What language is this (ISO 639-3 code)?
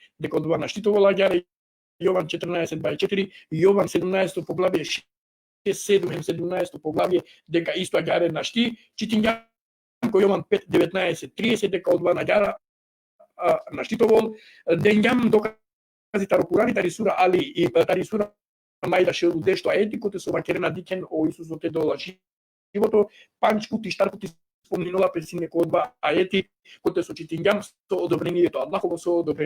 rmn